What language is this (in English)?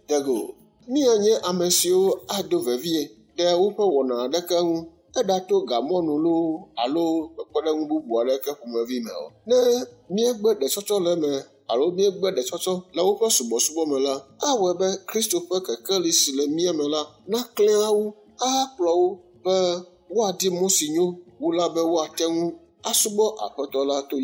Ewe